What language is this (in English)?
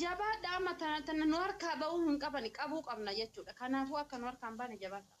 Oromo